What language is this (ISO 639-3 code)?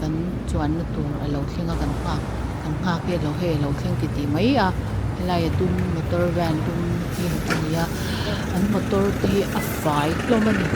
lus